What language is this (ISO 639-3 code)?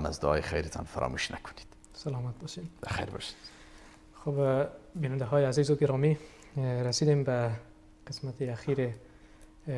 fas